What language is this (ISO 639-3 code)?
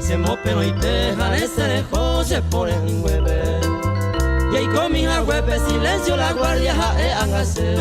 grn